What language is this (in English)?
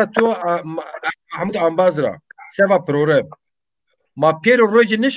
Zaza